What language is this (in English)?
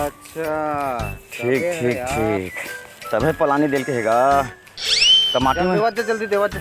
Chhattisgarhi